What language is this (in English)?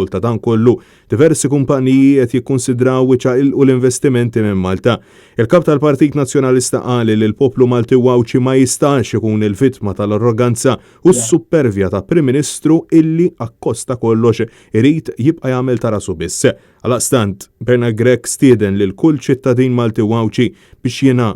Maltese